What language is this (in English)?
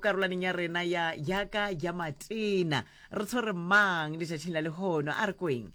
Northern Sotho